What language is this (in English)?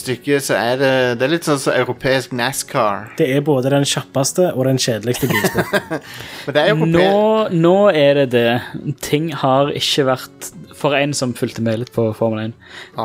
Norwegian